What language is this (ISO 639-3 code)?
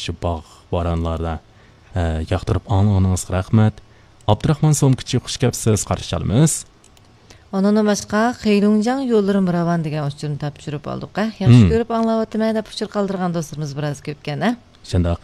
uig